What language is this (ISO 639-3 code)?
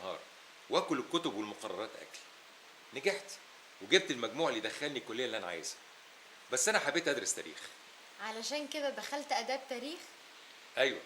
arz